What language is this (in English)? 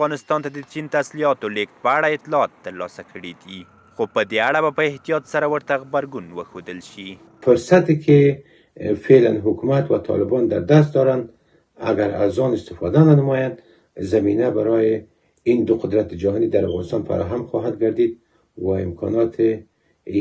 Pashto